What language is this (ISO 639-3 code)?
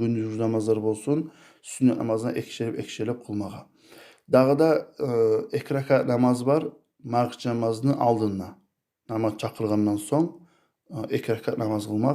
kum